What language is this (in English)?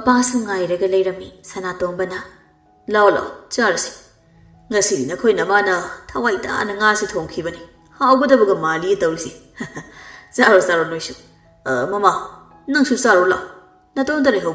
Manipuri